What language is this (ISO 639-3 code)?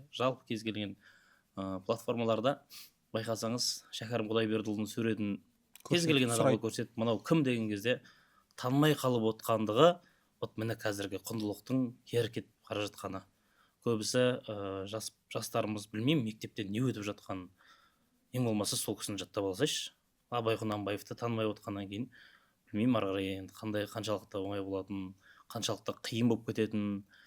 kaz